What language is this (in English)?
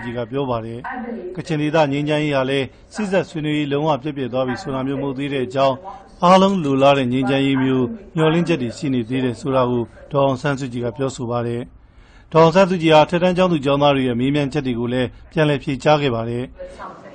Burmese